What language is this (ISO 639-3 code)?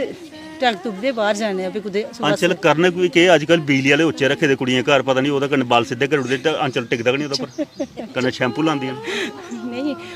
doi